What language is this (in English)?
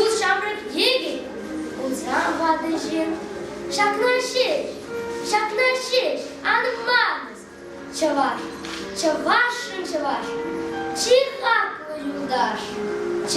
Chuvash